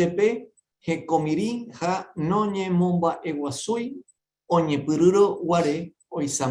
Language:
Guarani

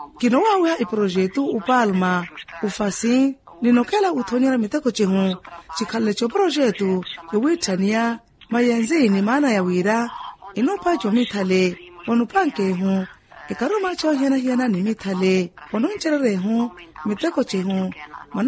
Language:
Makhuwa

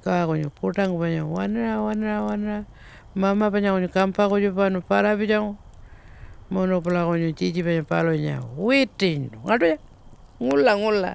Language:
Pitjantjatjara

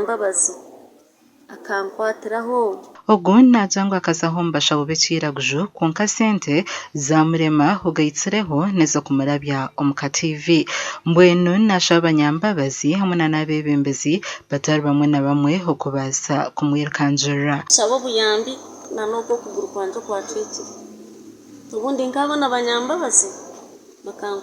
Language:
Nyankole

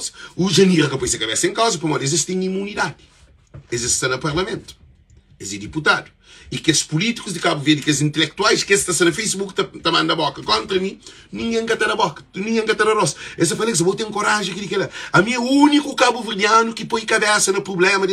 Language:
Kabuverdianu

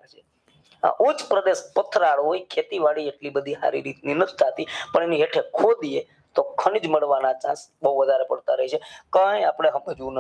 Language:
Gujarati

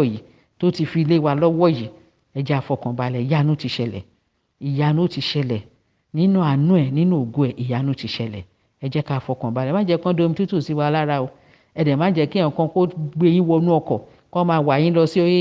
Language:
Yoruba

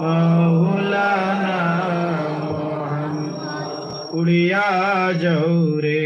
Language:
Sylheti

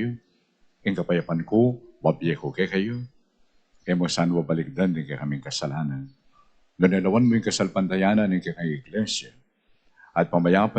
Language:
Pampanga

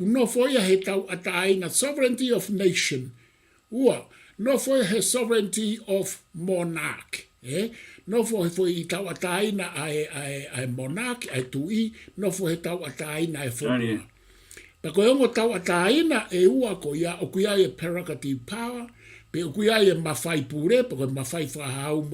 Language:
Tongan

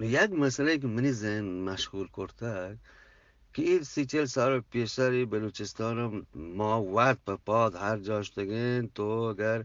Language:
Eastern Balochi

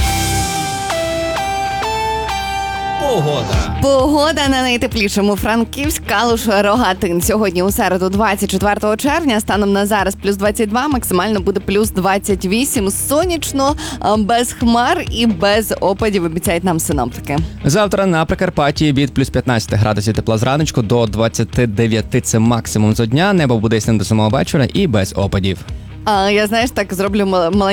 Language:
Ukrainian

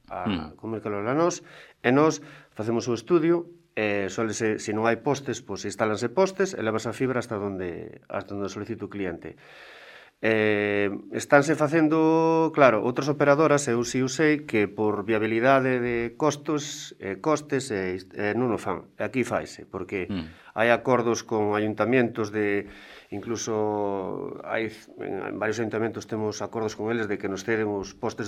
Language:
Galician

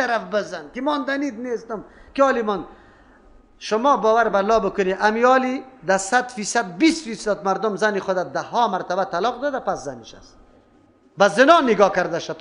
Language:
Persian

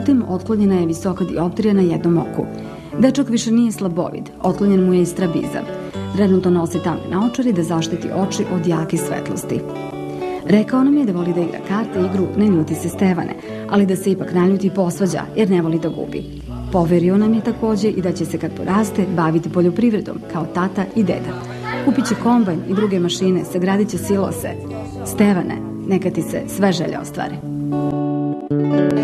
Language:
Serbian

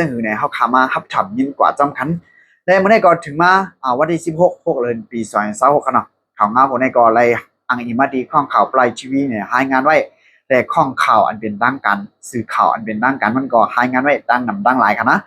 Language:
Shan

